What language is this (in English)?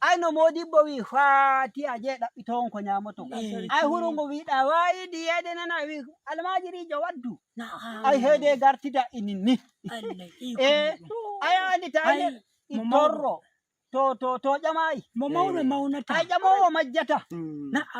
Nigerian Fulfulde